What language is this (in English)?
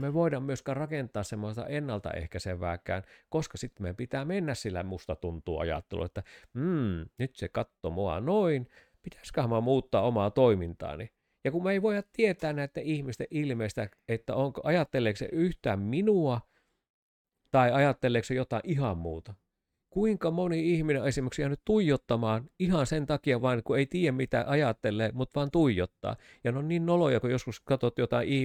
Finnish